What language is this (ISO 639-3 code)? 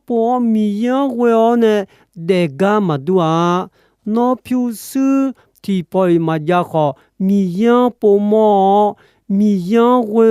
ahk